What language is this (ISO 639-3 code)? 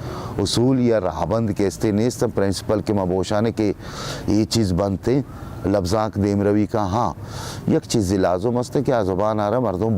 bal